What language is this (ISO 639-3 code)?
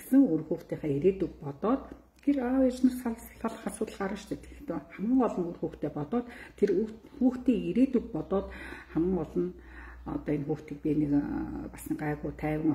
mon